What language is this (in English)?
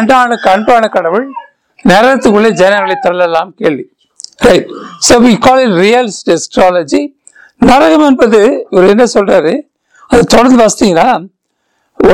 Tamil